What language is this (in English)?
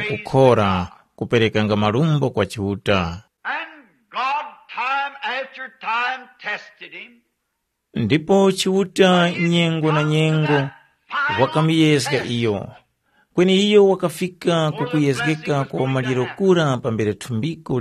Tumbuka